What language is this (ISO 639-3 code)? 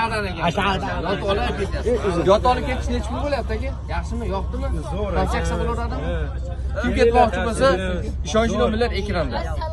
uzb